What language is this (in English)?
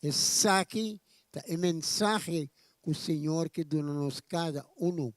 Papiamento